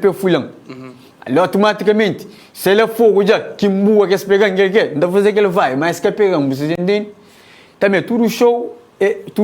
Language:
Kabuverdianu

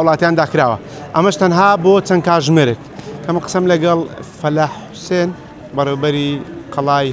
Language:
Central Kurdish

